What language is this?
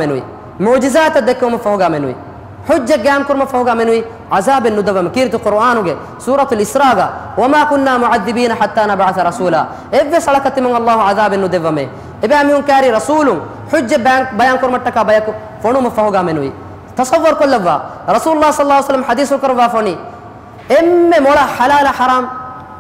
Divehi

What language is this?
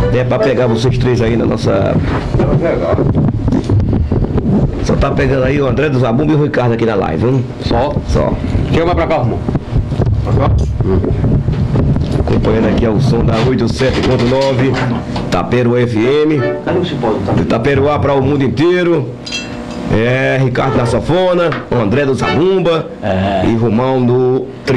Portuguese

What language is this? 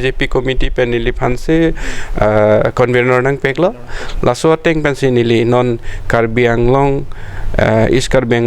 Karbi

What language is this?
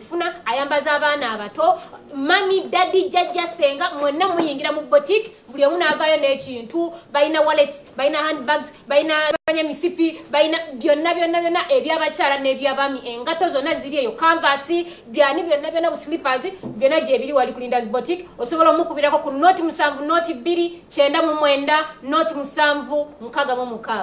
Ganda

